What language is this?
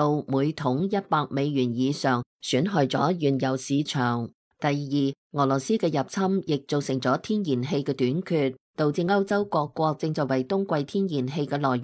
Cantonese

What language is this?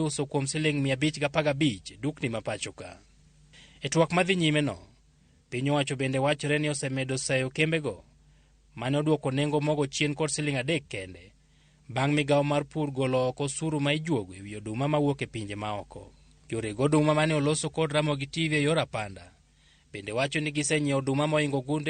Luo (Kenya and Tanzania)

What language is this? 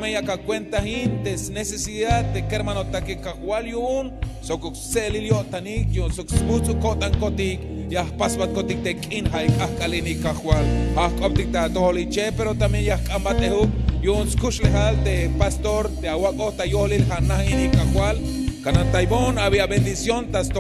Tzeltal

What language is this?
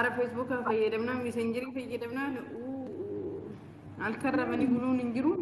Oromo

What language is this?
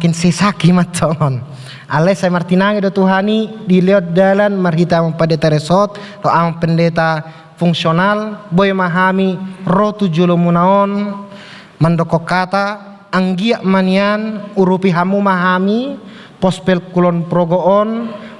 Batak Toba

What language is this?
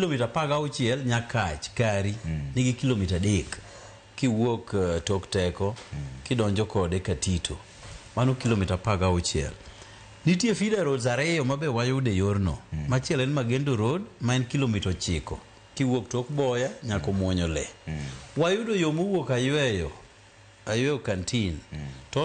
Luo (Kenya and Tanzania)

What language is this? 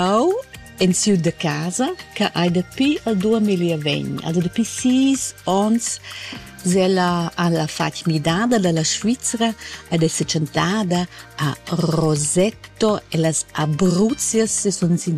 Romansh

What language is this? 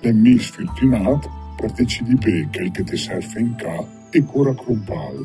Lombard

